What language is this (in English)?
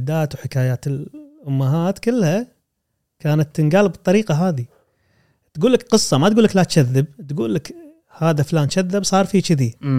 Gulf Arabic